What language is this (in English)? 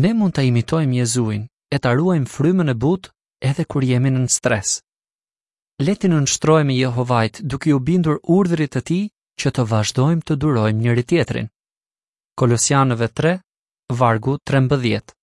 Albanian